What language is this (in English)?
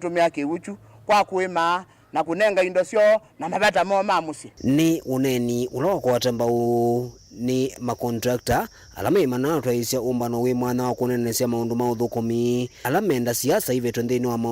Kamba